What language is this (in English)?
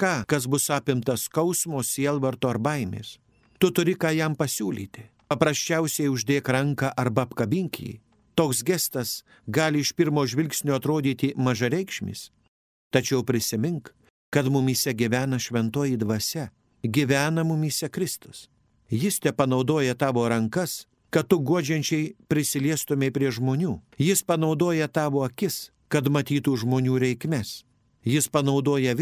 Lithuanian